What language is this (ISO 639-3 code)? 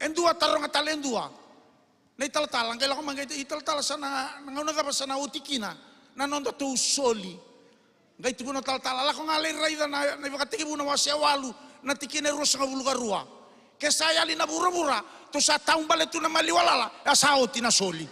fij